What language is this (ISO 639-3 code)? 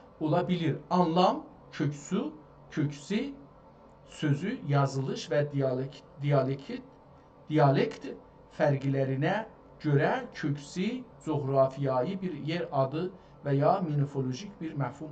azb